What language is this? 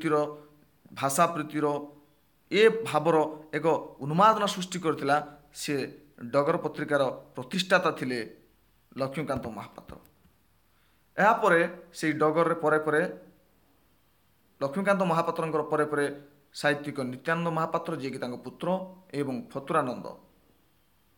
Odia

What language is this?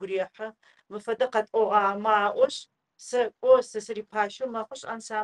Adyghe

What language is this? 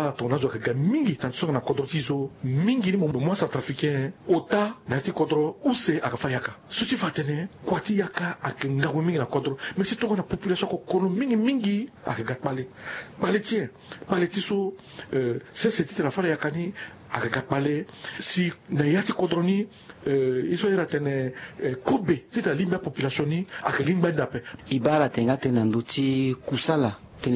Sango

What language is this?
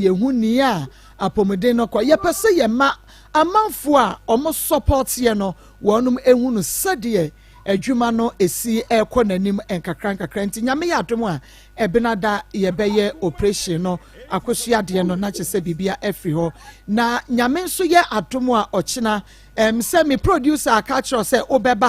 Akan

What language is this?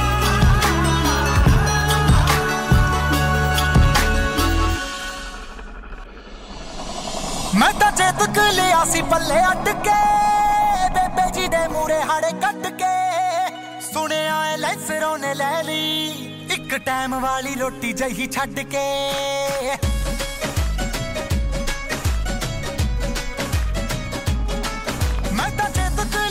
Punjabi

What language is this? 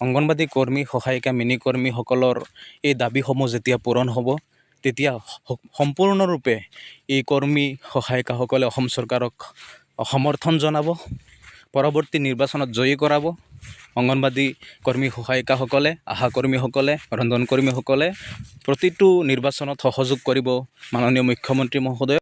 Assamese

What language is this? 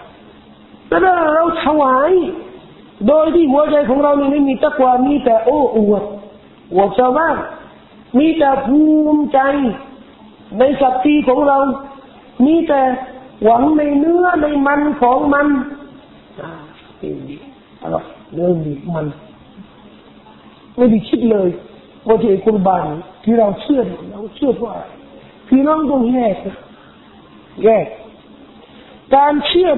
Thai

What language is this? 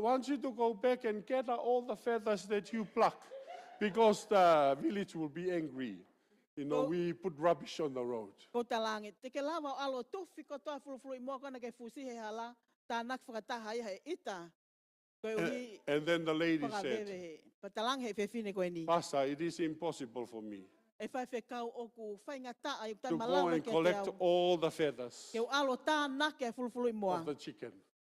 Tongan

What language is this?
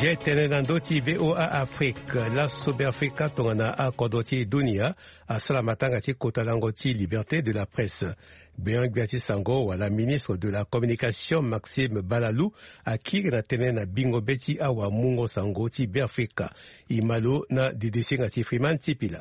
Sango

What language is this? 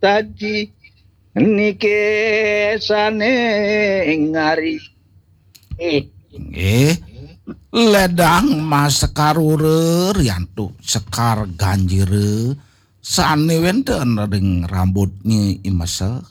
Balinese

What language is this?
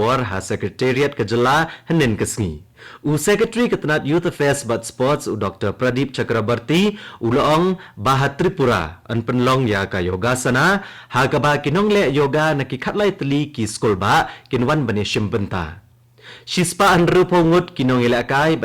Khasi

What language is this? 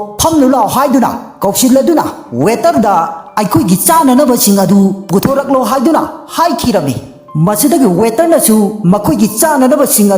Manipuri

